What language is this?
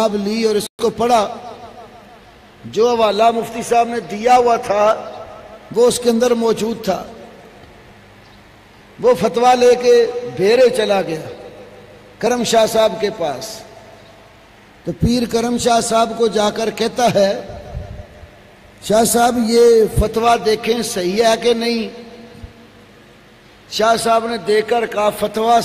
Urdu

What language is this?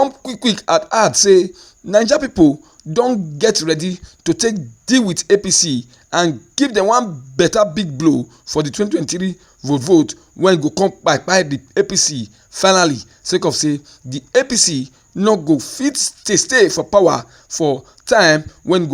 Nigerian Pidgin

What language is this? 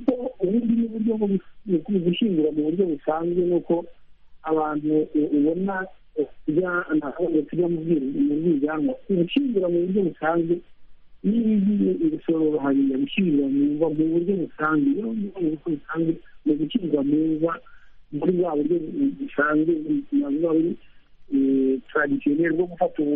Kinyarwanda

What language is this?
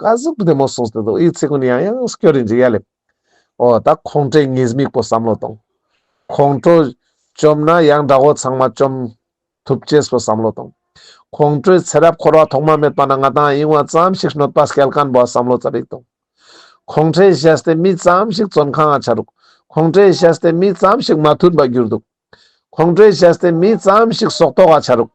Ladakhi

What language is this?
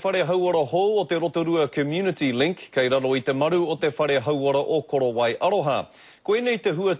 Māori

